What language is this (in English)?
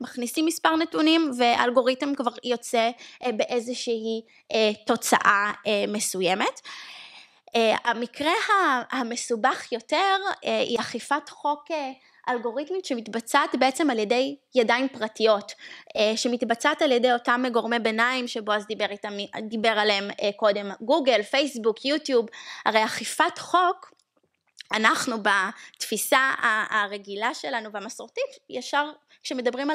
Hebrew